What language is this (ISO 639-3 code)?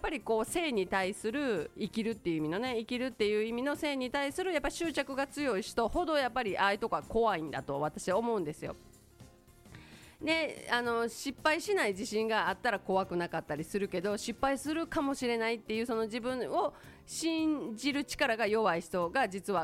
jpn